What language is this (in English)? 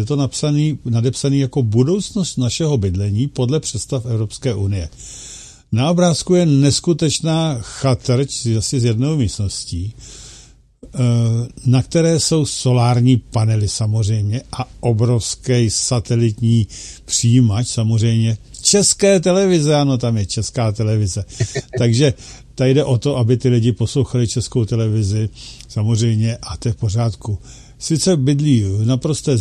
Czech